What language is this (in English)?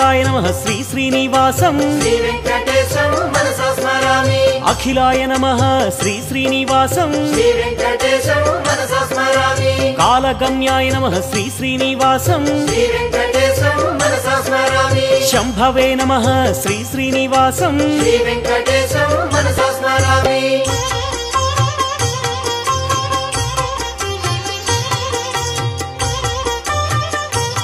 Sanskrit